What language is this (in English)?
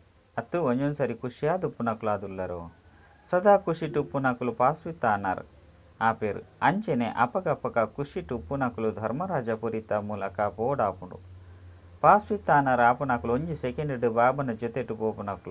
Tulu